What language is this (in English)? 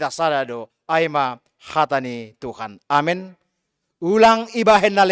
Batak Simalungun